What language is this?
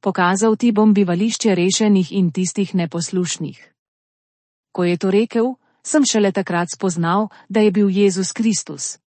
Slovenian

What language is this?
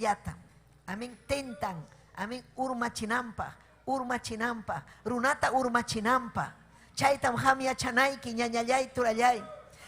Ayacucho Quechua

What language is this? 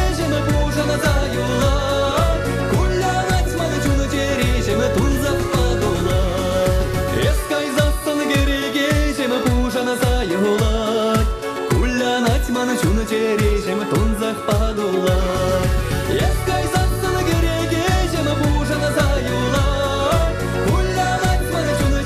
Chuvash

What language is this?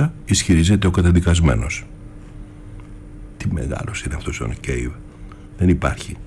Greek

